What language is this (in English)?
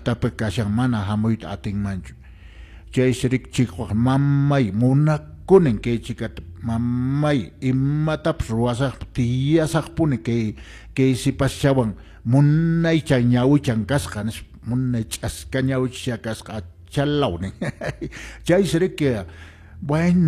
Quechua